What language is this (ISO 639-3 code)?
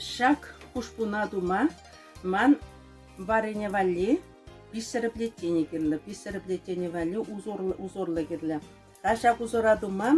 chv